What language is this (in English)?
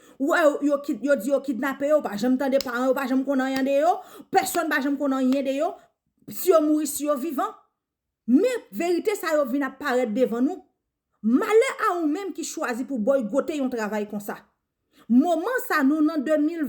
Haitian Creole